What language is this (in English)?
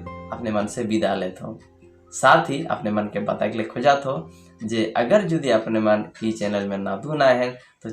Sadri